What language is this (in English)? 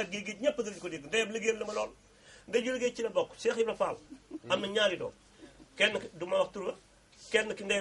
Wolof